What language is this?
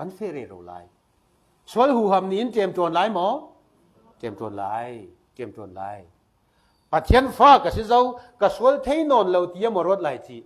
Falam Chin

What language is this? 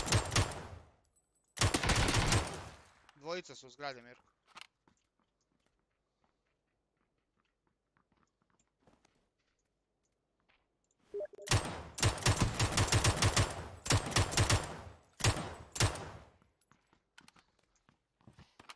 Croatian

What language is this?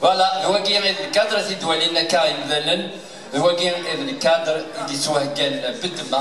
Kabyle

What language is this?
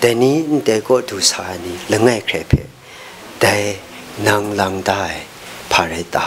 Kachin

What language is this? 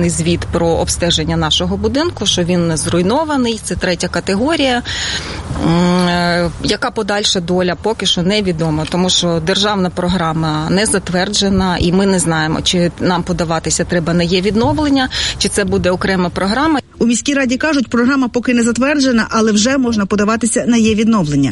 Ukrainian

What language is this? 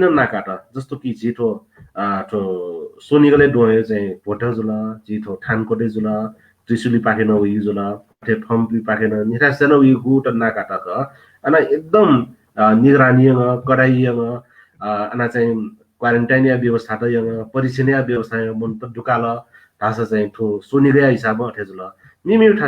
Newari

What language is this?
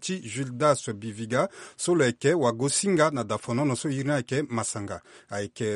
Sango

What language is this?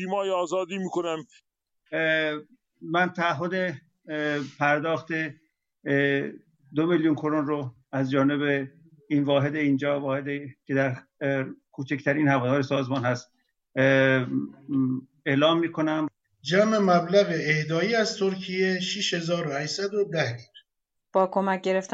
Persian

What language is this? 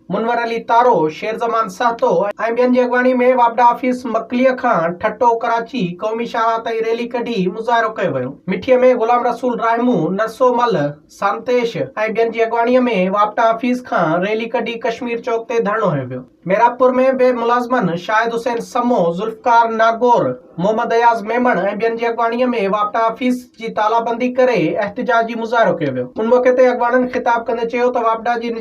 Sindhi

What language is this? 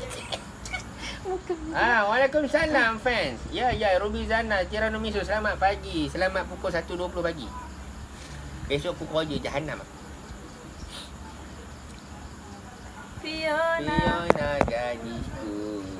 Malay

